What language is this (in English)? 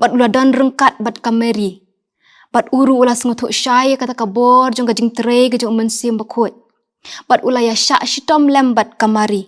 Khasi